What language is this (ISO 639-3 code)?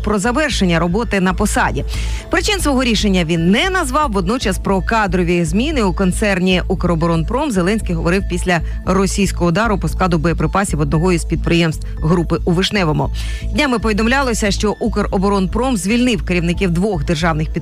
ukr